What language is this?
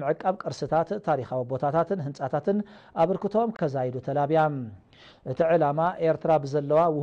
Tigrinya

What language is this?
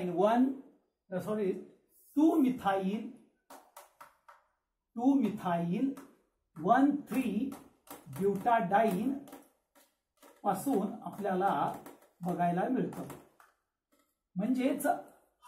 Marathi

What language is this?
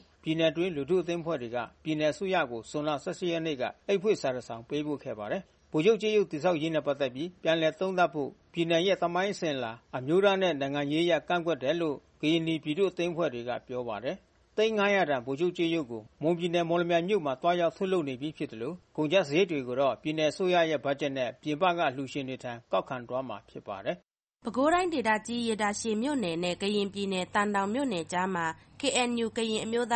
Burmese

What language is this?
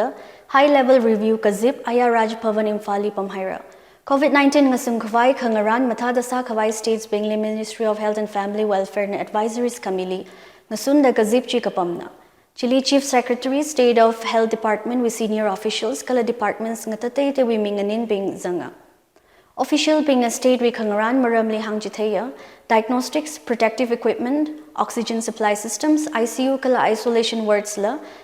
Tangkhul Naga (India)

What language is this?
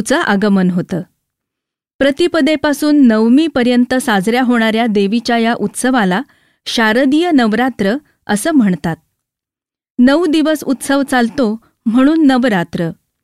Marathi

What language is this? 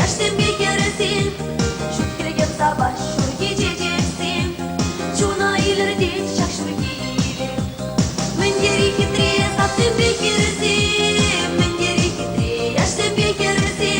Chuvash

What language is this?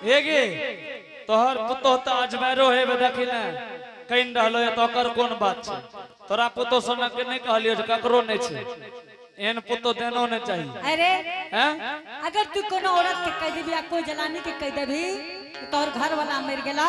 Angika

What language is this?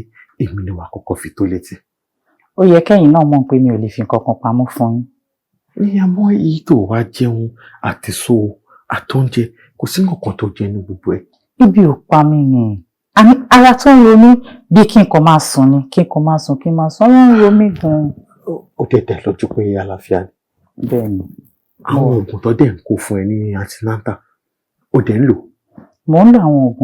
Yoruba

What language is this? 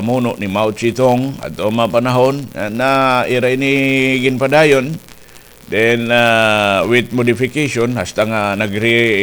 Waray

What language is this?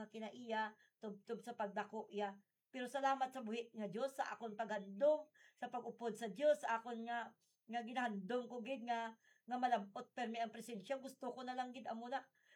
Hiligaynon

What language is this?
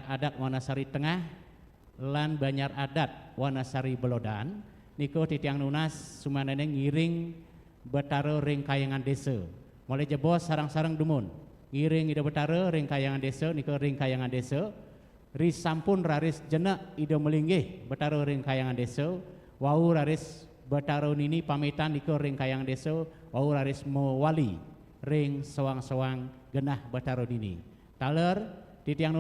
Balinese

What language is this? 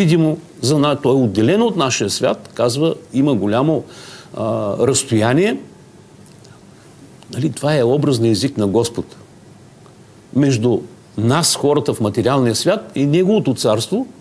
Bulgarian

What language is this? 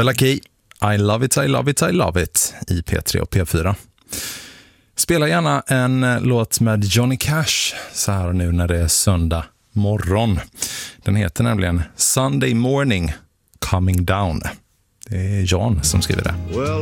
Swedish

